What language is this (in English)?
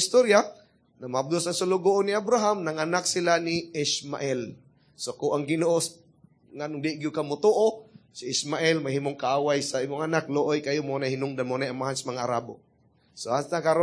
Cebuano